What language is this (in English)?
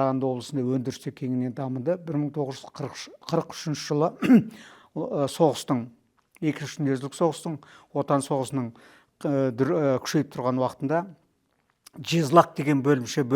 Kazakh